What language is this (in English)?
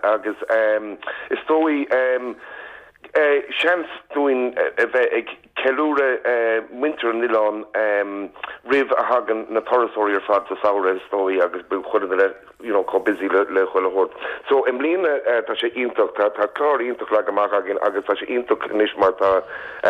Irish